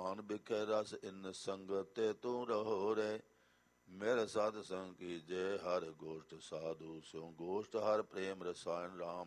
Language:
Punjabi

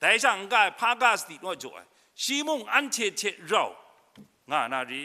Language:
Kachin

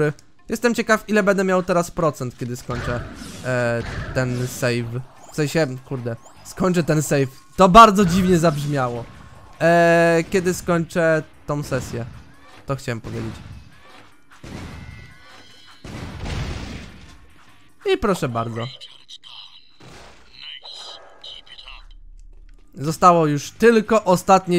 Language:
Polish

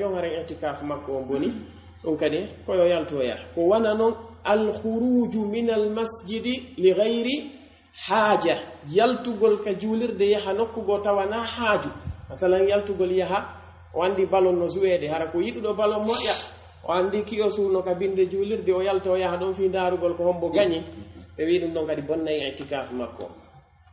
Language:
Pular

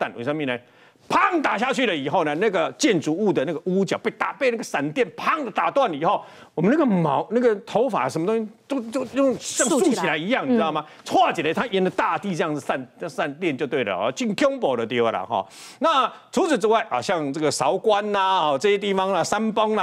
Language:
Chinese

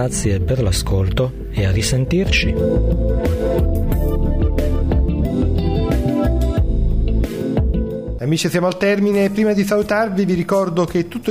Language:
Italian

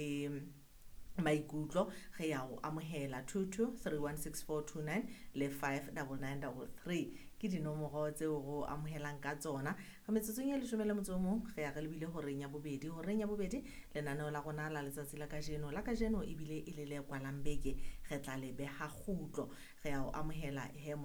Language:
Southern Sotho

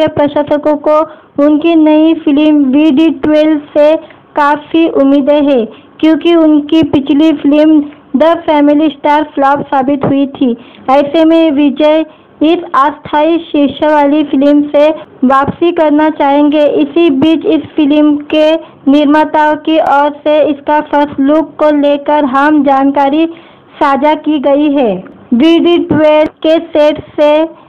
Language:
Hindi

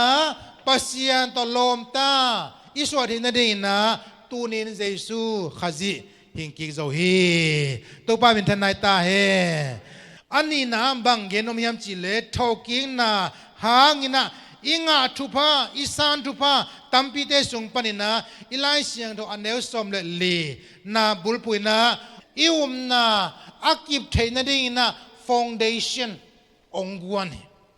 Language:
Tedim Chin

